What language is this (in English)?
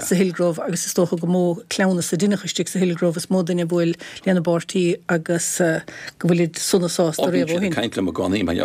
Irish